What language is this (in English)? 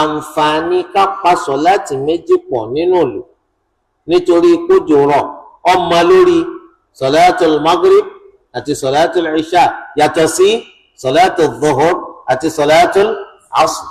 Yoruba